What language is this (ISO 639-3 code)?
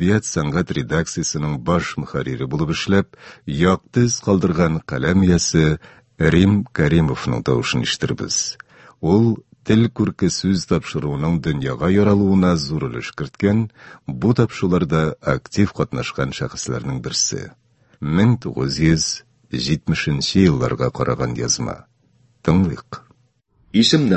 tat